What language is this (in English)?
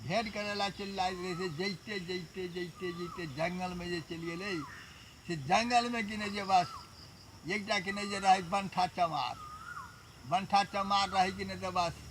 Maithili